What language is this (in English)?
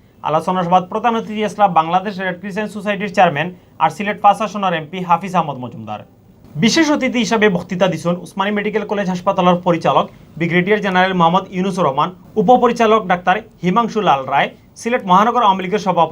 Sylheti